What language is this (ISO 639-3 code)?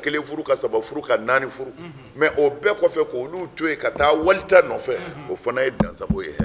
bam